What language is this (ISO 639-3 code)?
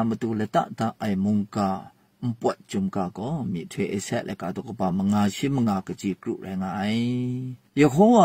kac